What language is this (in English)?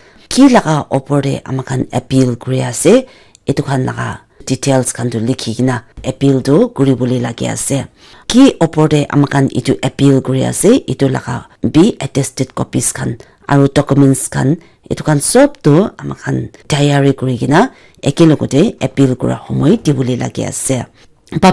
Naga Pidgin